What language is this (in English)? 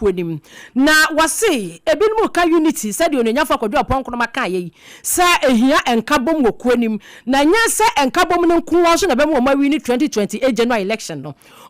Akan